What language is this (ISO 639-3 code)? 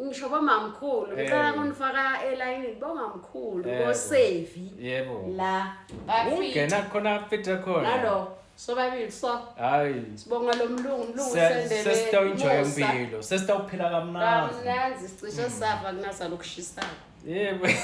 zul